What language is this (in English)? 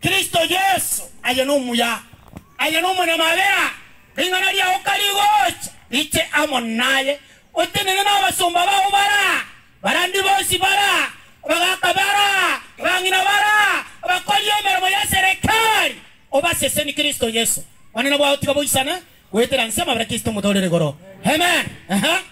Gusii